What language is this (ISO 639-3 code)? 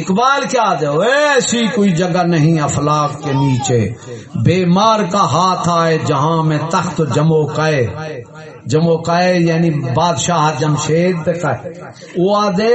skr